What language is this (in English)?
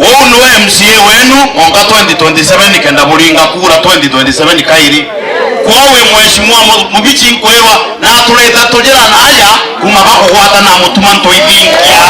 Meru